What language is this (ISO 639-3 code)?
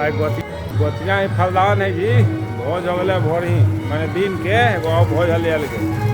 mag